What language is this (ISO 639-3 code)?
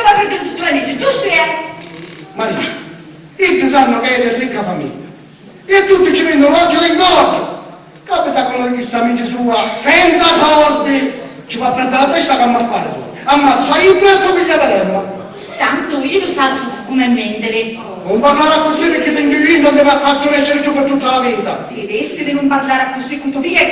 scn